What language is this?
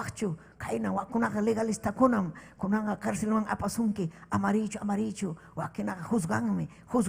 Ayacucho Quechua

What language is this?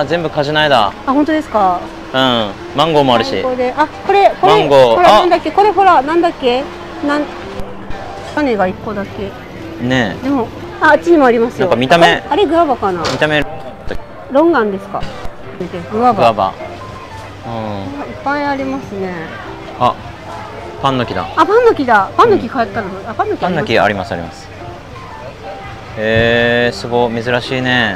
Japanese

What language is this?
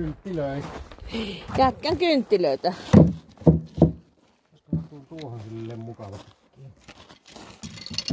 Finnish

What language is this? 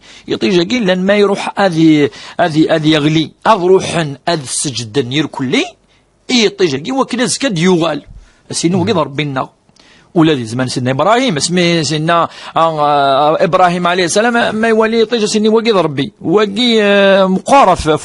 Kabyle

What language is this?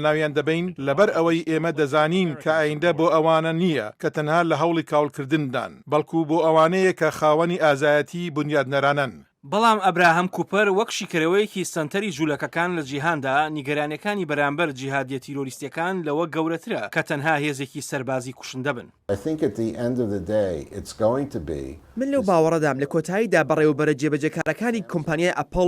Central Kurdish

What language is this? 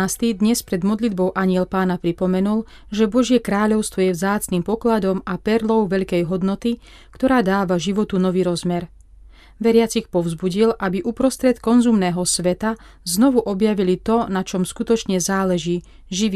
Slovak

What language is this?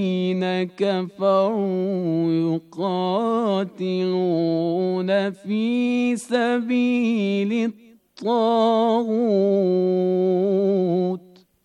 Bangla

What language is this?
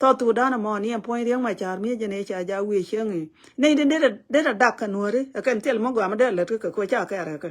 Nuer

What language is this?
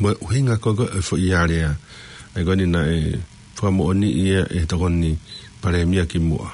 Tongan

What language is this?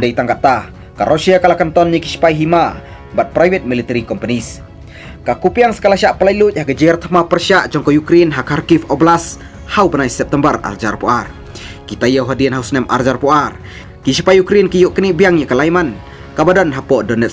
Khasi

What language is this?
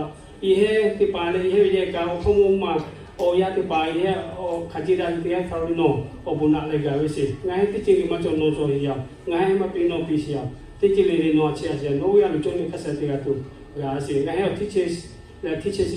Lahu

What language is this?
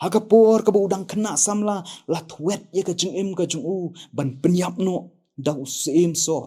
Khasi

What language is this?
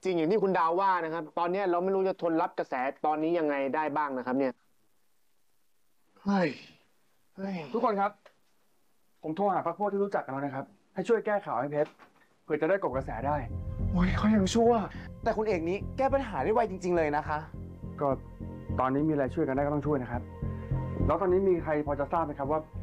Thai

